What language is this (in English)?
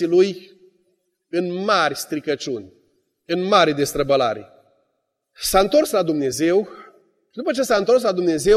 Romanian